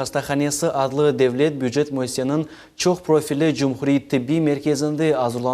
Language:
Crimean Tatar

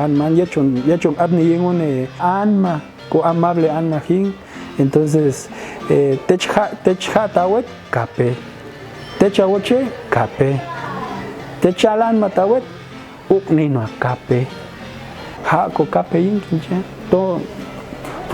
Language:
Popti'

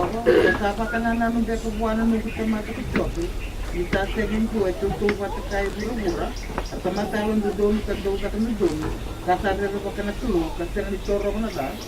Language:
Fijian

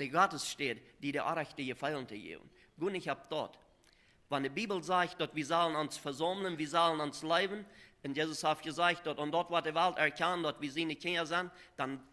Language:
Plautdietsch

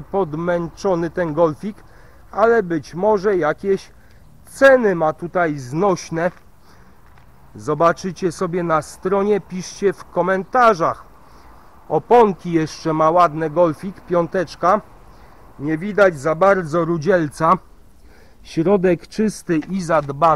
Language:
Polish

